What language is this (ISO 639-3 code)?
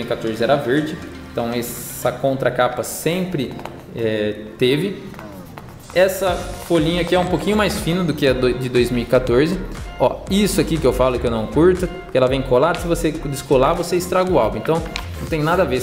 por